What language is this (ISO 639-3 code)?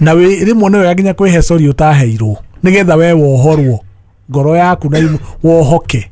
kik